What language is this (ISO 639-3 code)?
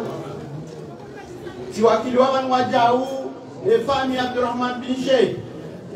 swa